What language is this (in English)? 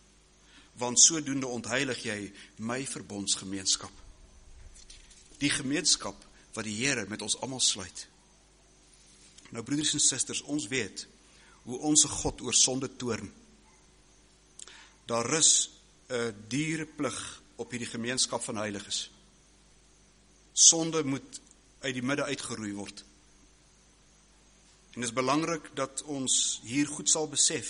Afrikaans